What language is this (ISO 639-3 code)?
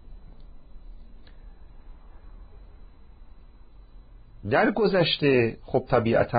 fas